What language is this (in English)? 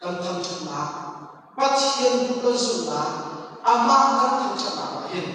Hakha Chin